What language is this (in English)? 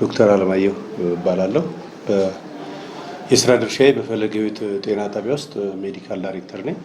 Amharic